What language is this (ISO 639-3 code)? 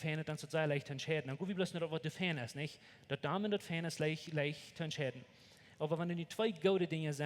pdt